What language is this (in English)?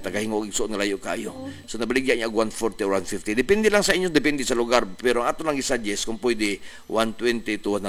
Cebuano